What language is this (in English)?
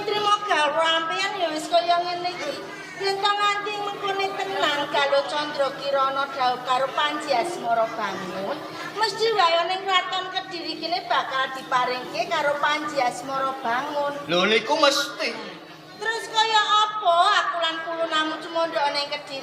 Javanese